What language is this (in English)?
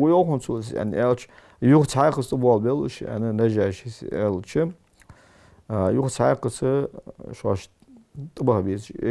Ingush